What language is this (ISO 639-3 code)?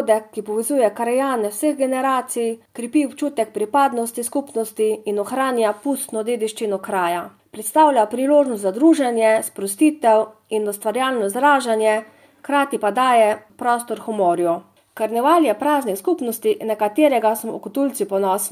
slv